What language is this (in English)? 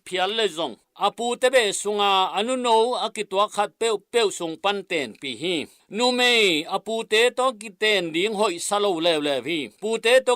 Tedim Chin